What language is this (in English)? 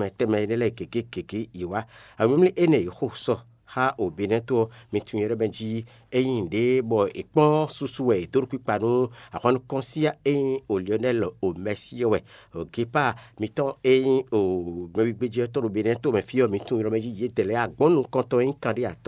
Fon